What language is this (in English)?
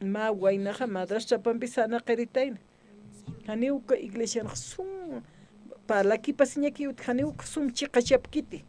Aymara